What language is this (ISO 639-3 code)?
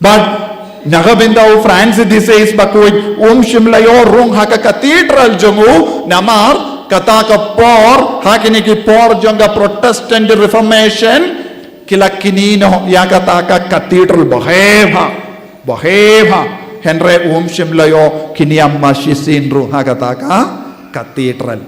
kha